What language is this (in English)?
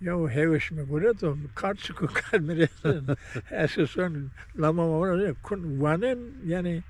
Zaza